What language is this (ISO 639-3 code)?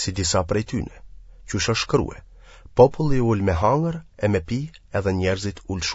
sqi